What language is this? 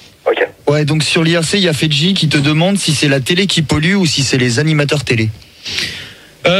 French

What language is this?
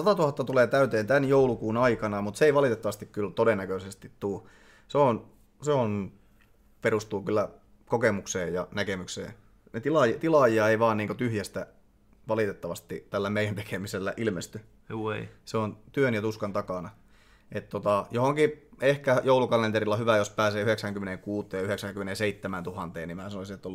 Finnish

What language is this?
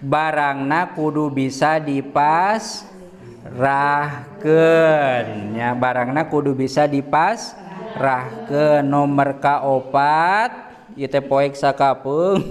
Sundanese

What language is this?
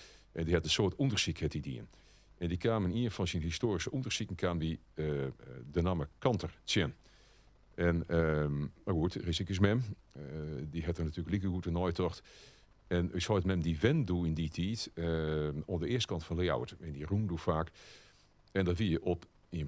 Western Frisian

